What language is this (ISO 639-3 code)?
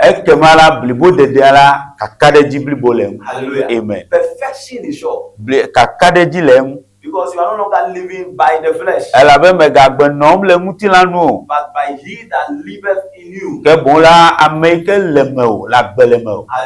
ewe